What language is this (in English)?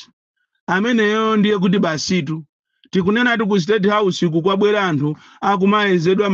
Nyanja